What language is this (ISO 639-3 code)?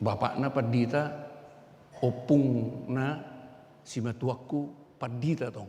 bbc